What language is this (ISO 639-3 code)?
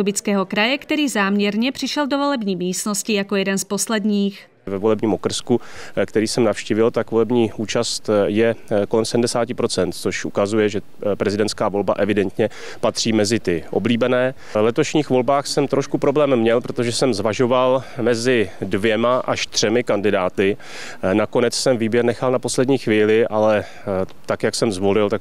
ces